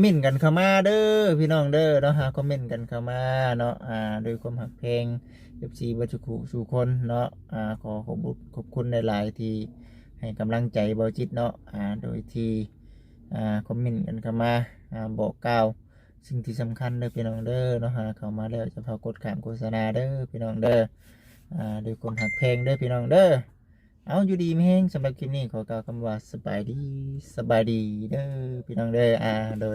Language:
Lao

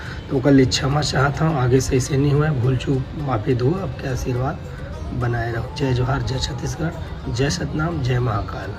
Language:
Chhattisgarhi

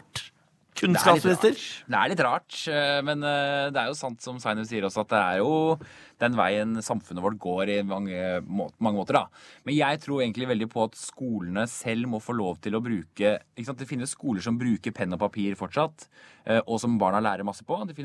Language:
Norwegian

